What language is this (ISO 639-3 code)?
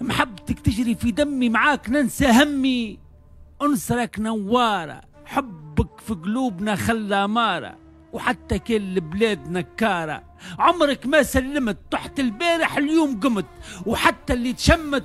aeb